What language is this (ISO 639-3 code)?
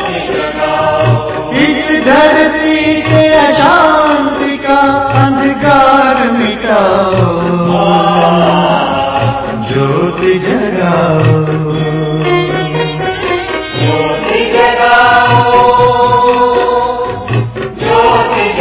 hin